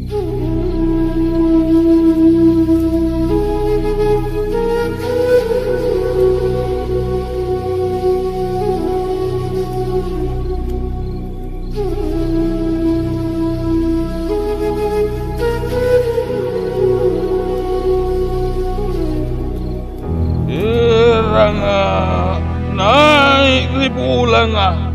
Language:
Makasar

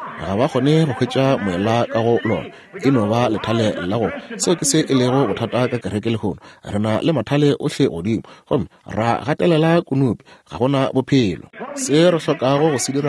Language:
Northern Sotho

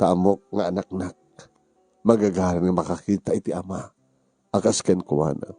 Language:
Iloko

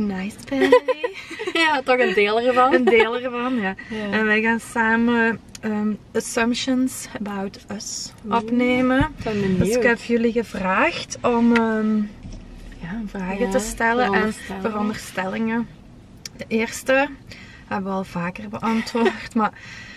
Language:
Dutch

